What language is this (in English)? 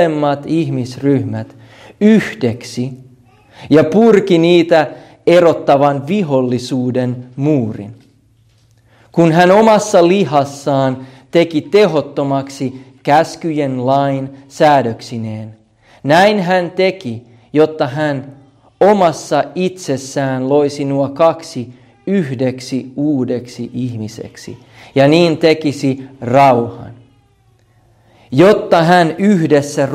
Finnish